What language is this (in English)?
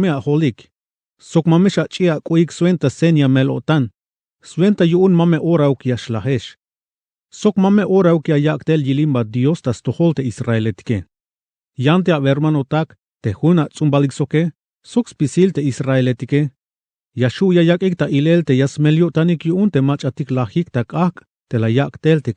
Tzeltal